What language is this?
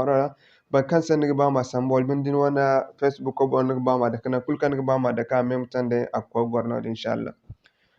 Zarma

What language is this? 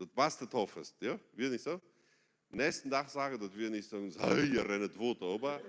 Plautdietsch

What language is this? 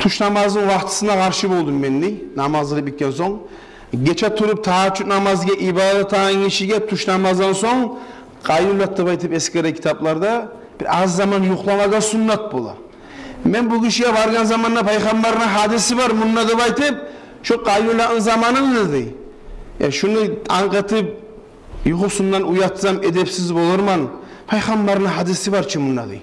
Kumyk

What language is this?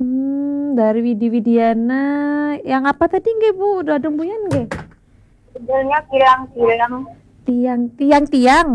Balinese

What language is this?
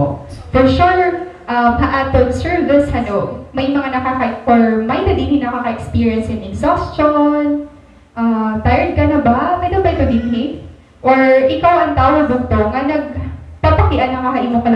Waray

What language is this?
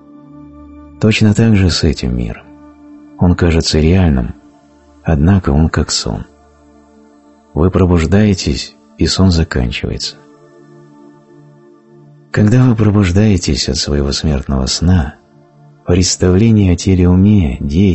Russian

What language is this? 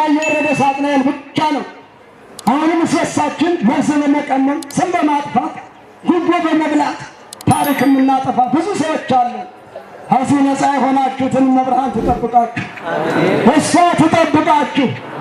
Amharic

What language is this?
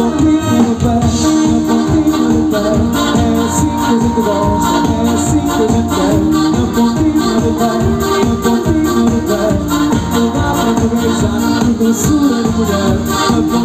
Portuguese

